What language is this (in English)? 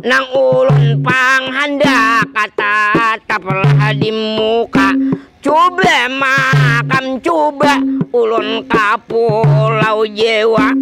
Banjar